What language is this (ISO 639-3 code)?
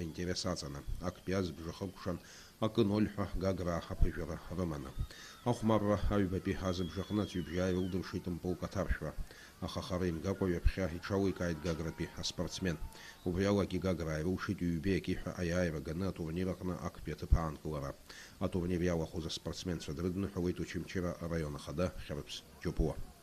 abk